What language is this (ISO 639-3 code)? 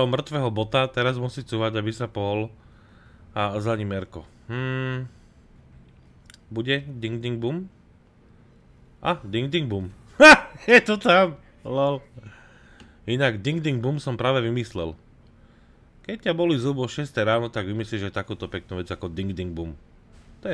slk